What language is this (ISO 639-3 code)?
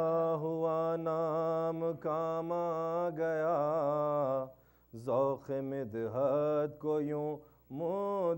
urd